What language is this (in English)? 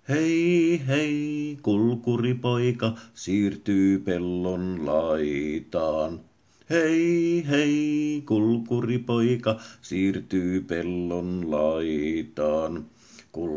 Finnish